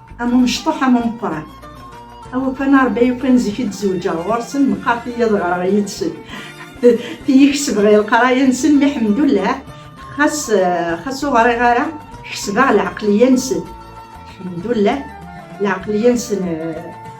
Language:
Kabyle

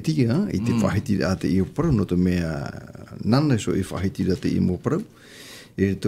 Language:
Tahitian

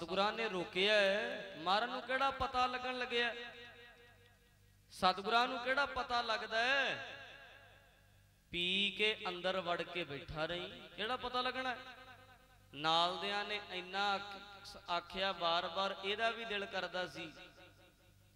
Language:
Punjabi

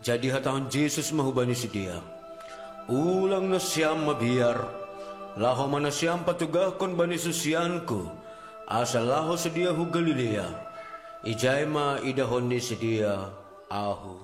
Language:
Batak Simalungun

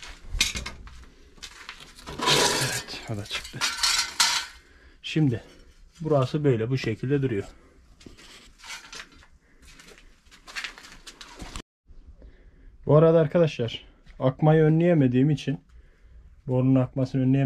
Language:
Turkish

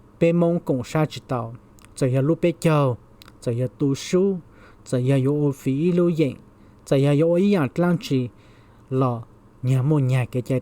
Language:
Hmong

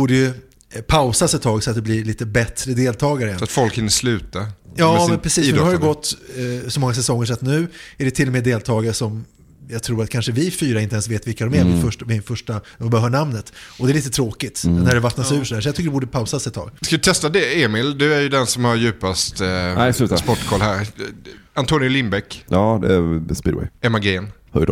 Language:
Swedish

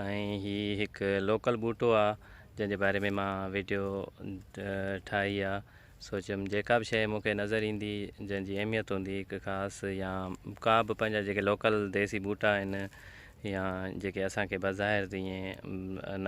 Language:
Sindhi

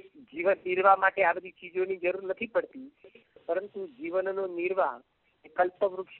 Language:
Gujarati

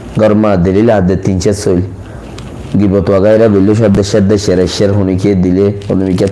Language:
Rohingya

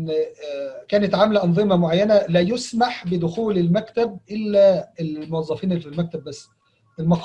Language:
Egyptian Arabic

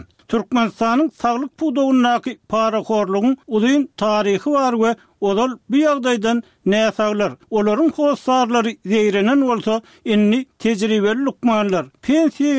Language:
Turkmen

